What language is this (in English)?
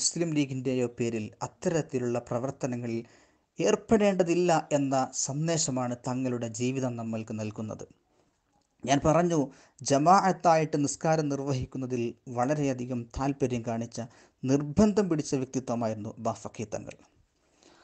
Malayalam